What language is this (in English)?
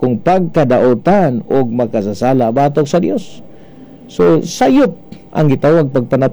Cebuano